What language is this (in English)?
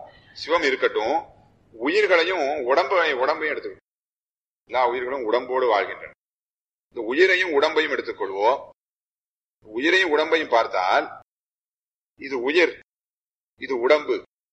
Tamil